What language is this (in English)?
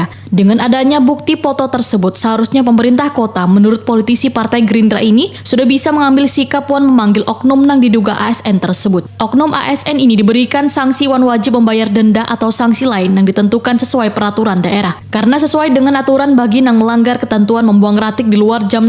Banjar